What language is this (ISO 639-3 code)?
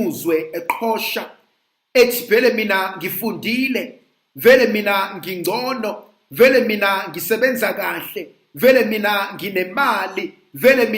zul